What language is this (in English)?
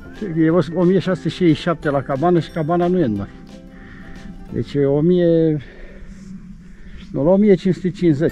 Romanian